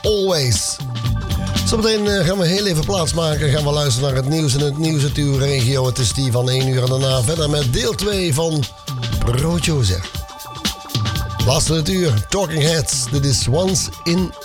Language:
Dutch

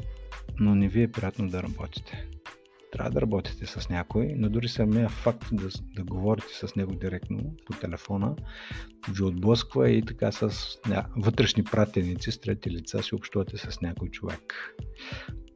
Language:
Bulgarian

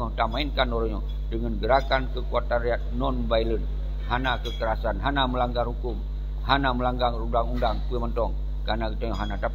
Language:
Achinese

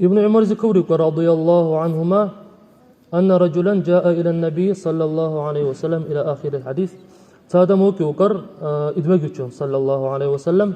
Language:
Dargwa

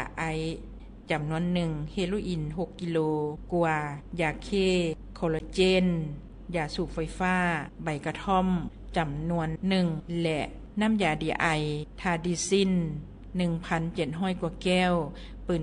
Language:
Lao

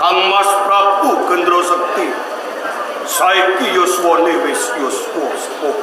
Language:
Javanese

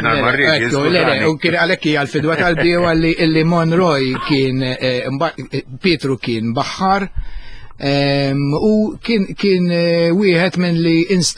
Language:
Maltese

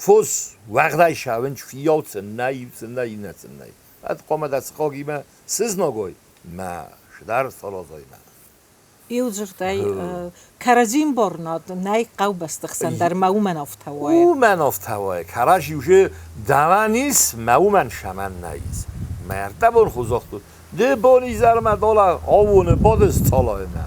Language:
Ossetic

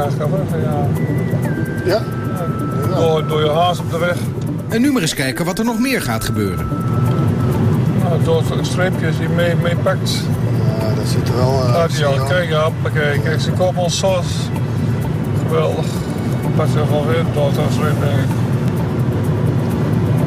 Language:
Dutch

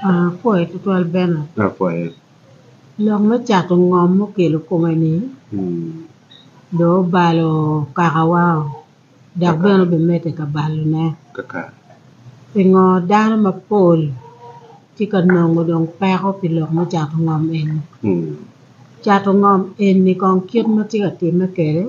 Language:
Acoli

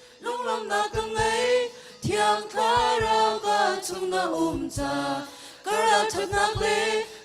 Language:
Hakha Chin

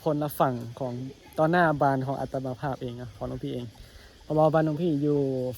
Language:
Northeastern Thai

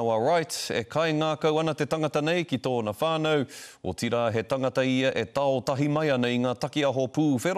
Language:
Māori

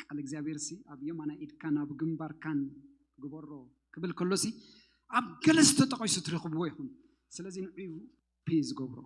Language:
Tigrinya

